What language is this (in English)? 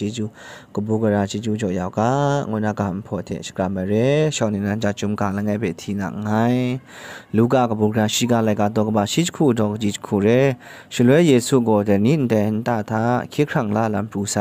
Kachin